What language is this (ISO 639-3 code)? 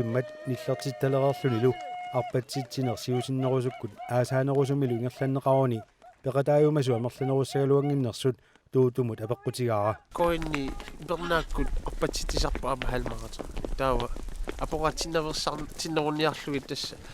kal